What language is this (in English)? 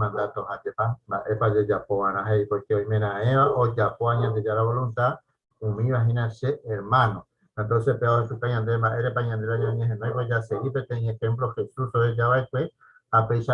Guarani